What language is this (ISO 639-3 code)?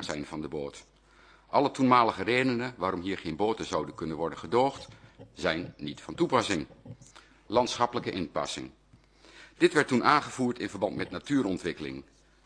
nld